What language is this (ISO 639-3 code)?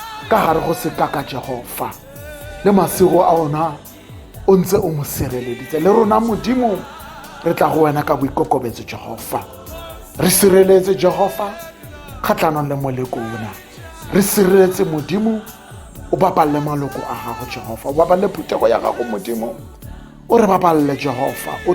tsn